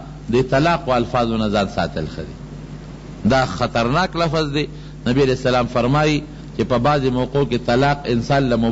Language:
Pashto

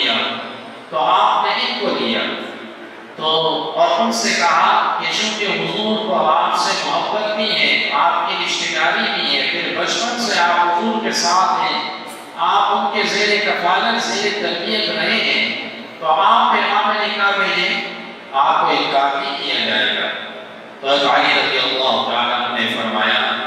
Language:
Urdu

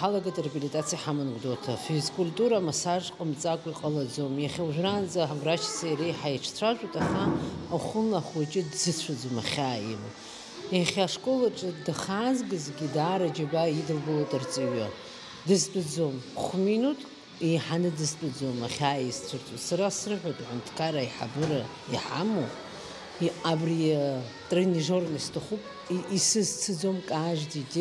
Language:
Abkhazian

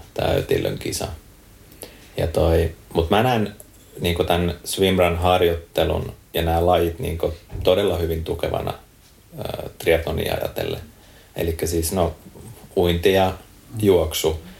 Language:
Finnish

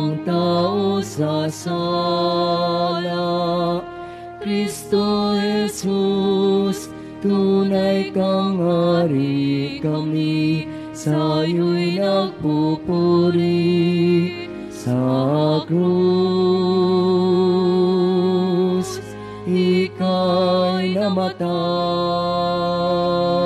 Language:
Filipino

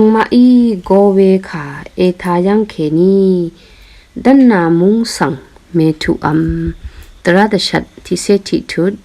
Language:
Rawang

